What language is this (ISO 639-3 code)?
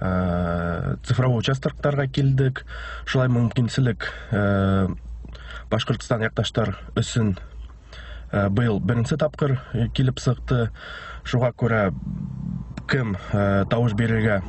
bak